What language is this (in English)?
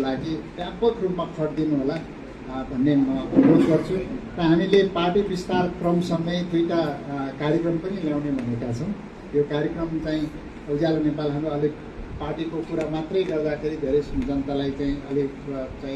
Nepali